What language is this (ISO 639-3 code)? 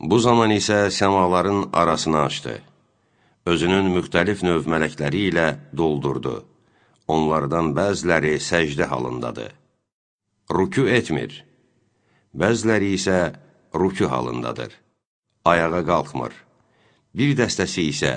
aze